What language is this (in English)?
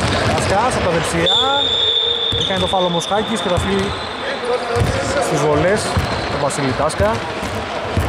Greek